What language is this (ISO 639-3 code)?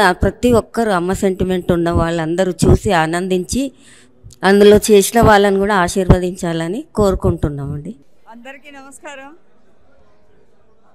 tel